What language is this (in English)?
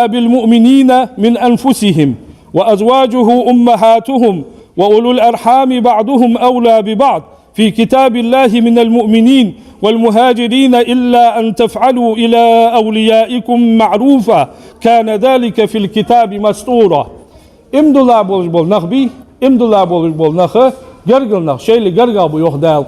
Ingush